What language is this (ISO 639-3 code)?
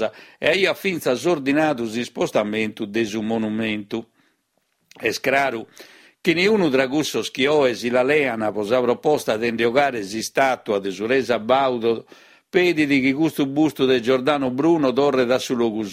srd